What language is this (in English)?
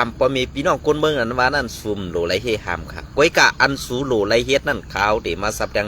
Shan